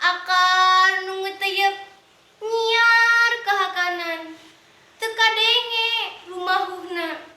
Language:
Sundanese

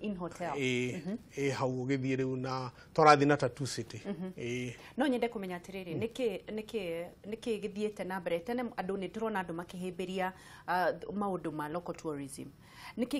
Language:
Kikuyu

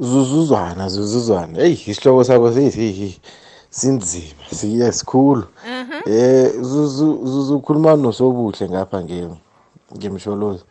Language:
South Ndebele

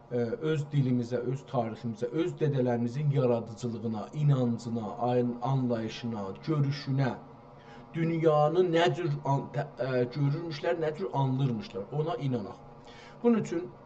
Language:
South Azerbaijani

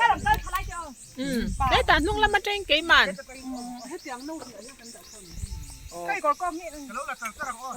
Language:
Mizo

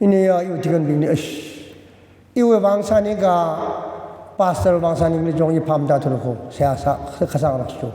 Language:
Tangkhul Naga (India)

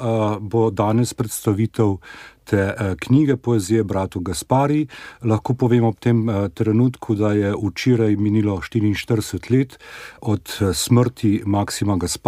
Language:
Slovenian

